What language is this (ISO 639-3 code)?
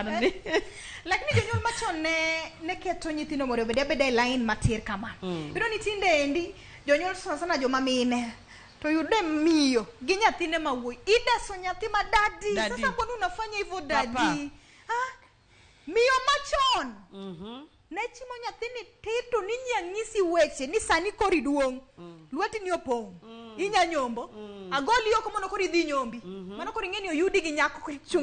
luo